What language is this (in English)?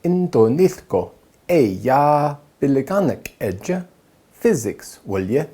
Navajo